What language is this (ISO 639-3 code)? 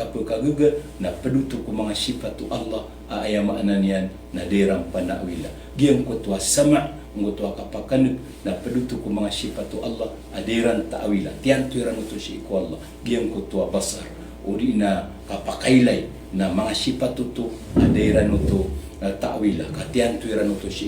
mrw